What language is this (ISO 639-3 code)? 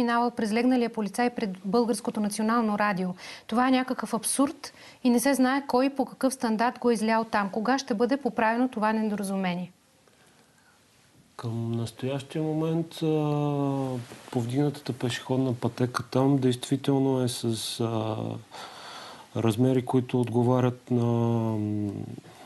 bul